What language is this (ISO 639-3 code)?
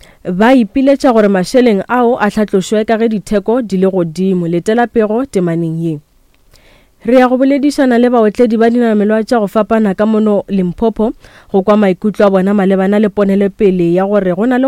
nso